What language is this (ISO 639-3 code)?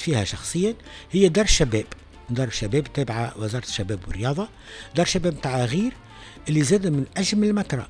aeb